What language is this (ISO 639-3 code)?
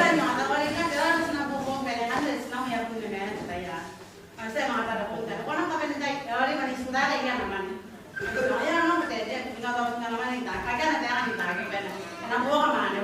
gil